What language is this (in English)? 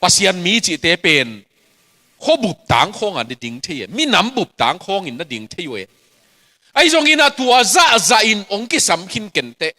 Tedim Chin